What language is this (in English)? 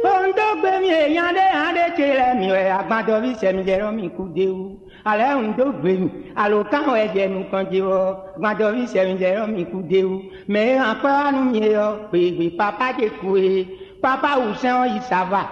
Fon